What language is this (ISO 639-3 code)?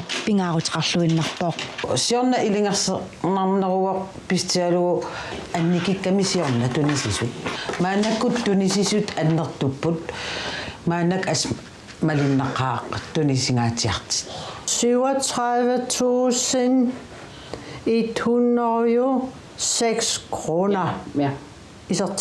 kal